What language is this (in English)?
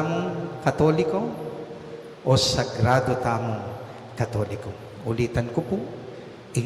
Pampanga